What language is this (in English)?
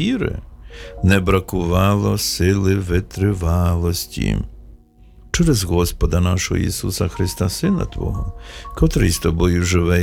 Ukrainian